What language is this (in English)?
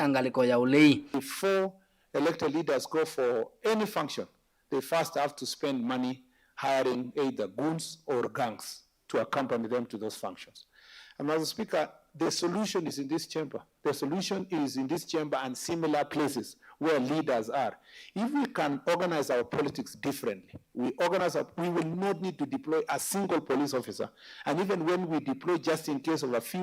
Kamba